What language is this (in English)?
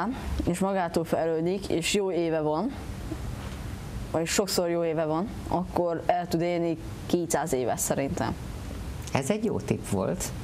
Hungarian